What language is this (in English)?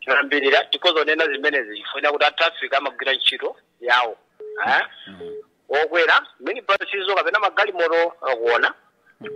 Nyanja